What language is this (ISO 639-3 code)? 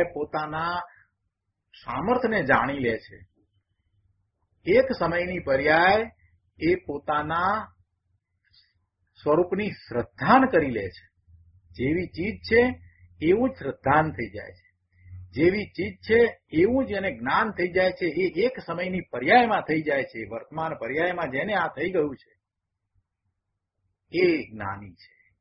guj